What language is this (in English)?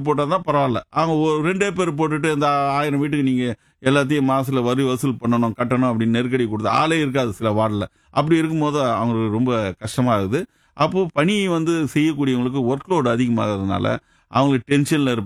Tamil